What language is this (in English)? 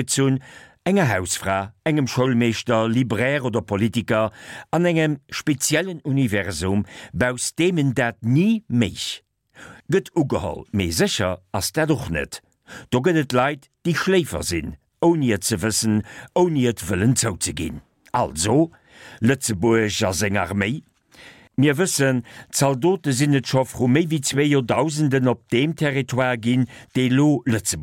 Luxembourgish